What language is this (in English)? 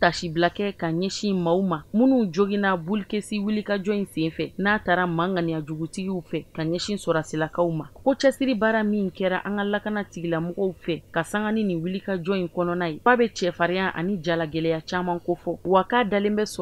Bambara